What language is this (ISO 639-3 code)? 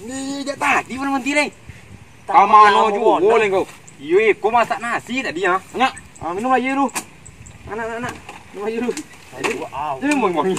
min